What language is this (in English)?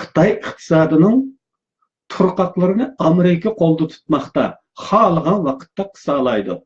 Uyghur